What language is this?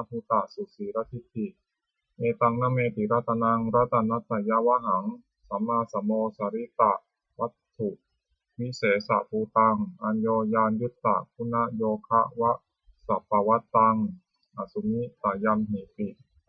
Pali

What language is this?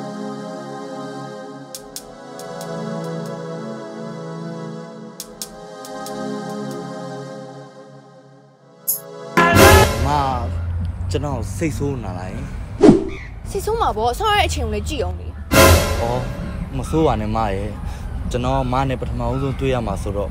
Burmese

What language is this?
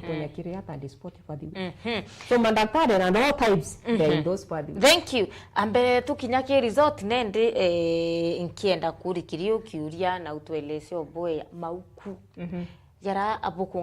Meru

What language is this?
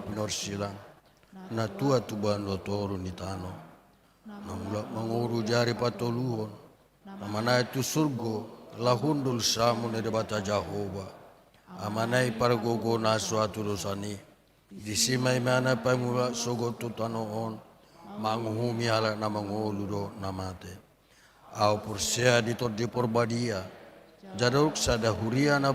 Batak Toba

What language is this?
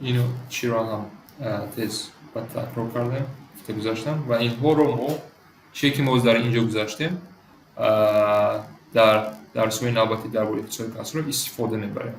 Tajik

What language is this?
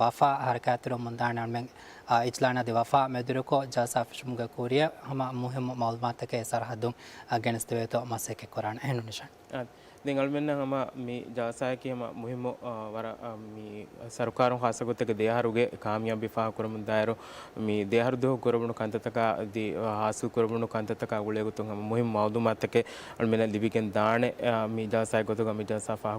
Divehi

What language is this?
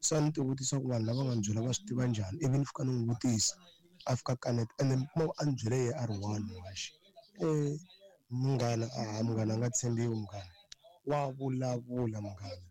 Tsonga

